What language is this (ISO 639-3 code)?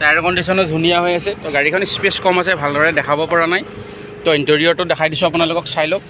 asm